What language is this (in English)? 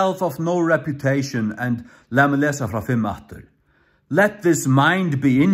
Faroese